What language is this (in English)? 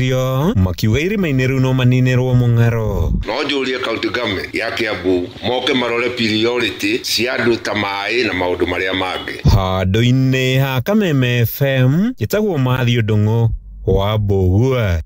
Kikuyu